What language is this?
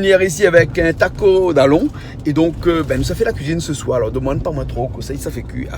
Réunion Creole French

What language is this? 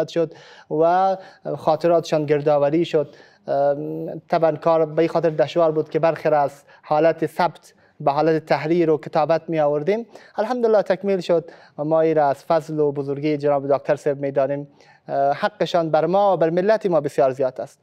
Persian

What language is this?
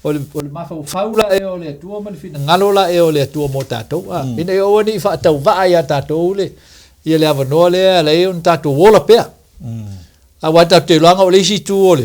Samoan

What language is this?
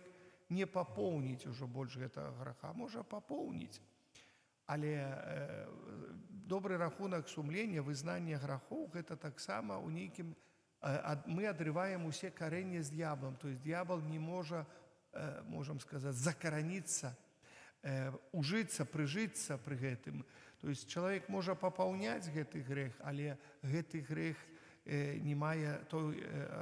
Belarusian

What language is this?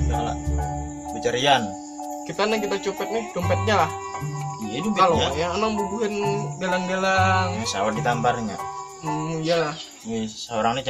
Banjar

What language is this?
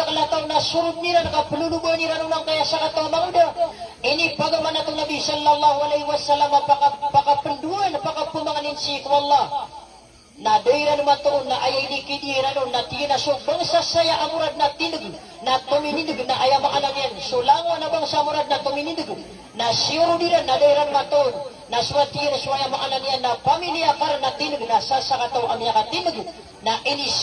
Maranao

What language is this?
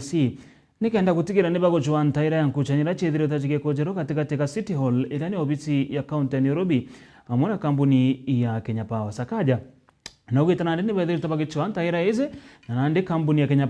Meru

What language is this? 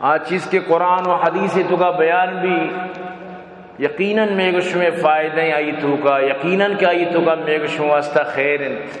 Baluchi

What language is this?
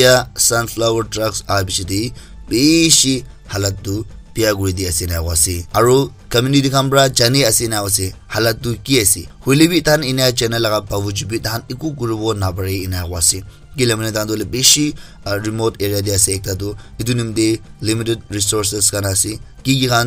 Naga Pidgin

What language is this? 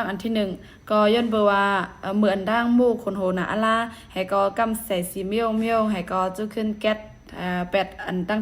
Shan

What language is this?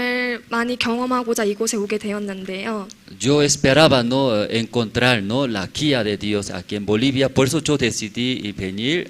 Aymara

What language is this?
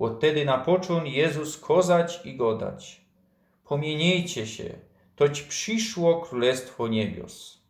Silesian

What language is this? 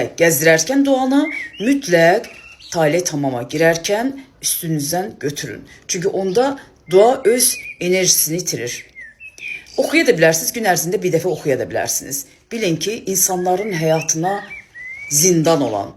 Azerbaijani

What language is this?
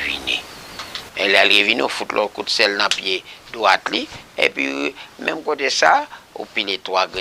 Haitian Creole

